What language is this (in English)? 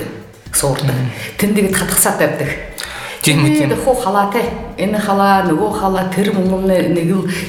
Buriat